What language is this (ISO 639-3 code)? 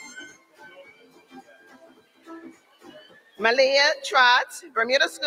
eng